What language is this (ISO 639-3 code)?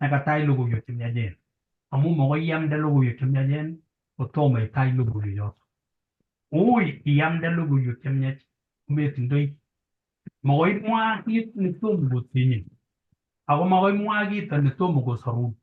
kln